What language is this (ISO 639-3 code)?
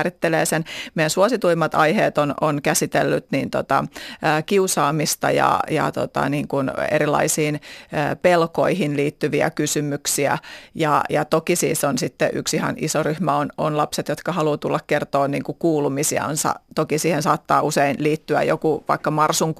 fin